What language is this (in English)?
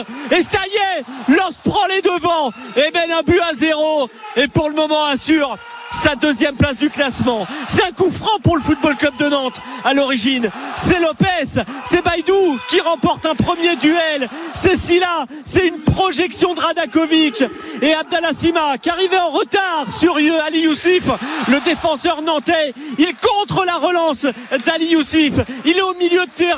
French